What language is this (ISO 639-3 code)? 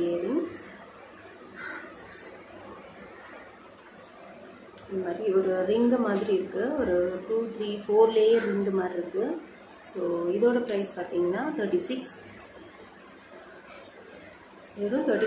tam